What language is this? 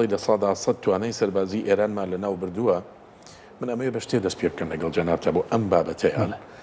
Central Kurdish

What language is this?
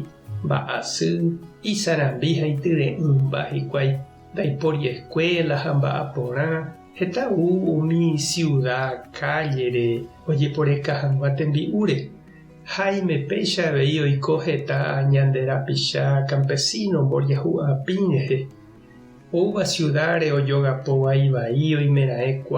Guarani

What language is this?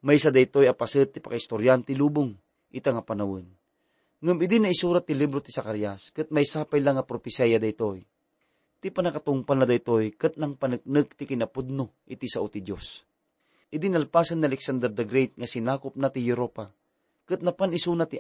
Iloko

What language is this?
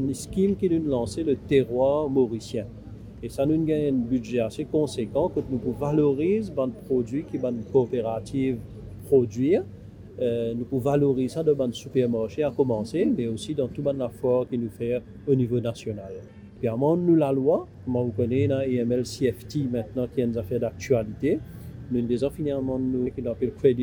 Morisyen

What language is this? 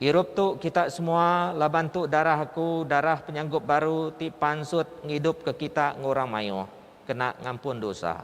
Iban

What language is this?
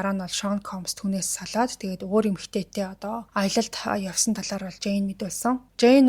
Mongolian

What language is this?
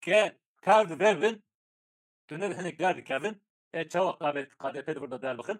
Kurdish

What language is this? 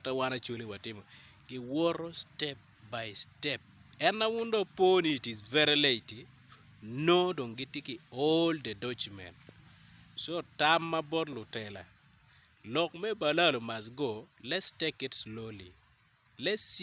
Acoli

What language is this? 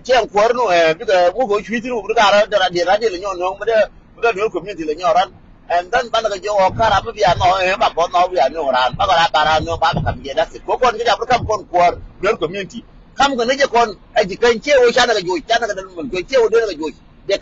Nuer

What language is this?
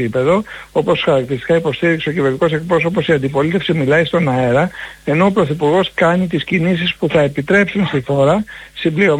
Greek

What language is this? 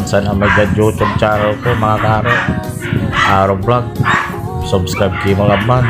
Pangasinan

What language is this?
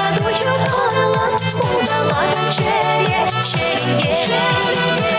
Chuvash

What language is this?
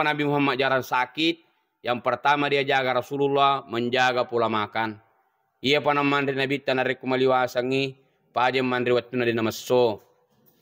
Buginese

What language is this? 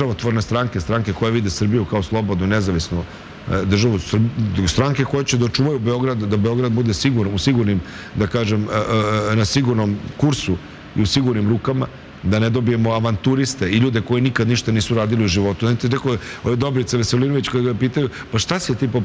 Serbian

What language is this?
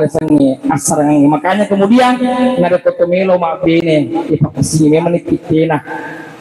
Buginese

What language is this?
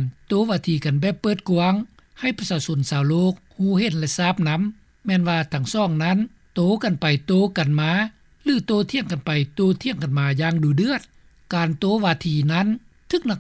Lao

